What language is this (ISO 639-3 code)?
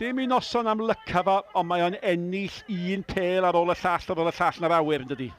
cym